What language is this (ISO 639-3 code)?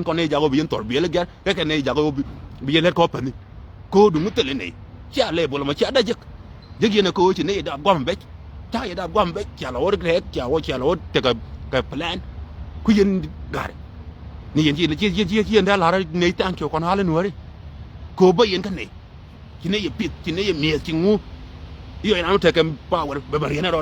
nus